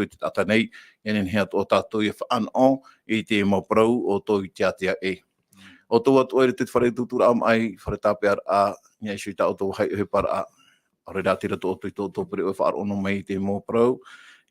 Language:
Tahitian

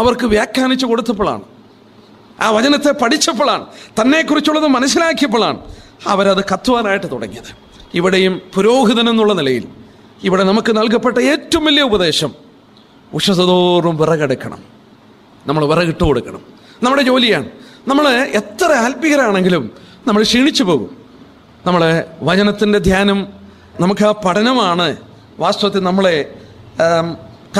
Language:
Malayalam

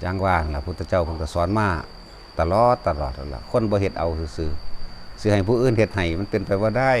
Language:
Northeastern Thai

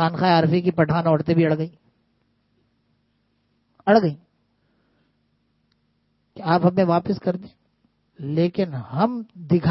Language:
Urdu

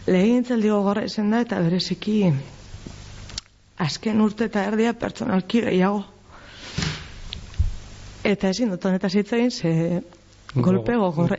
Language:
Basque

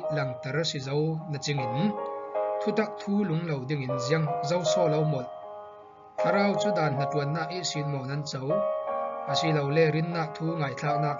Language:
Falam Chin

